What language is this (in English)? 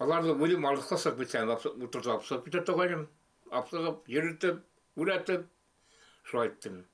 Bashkir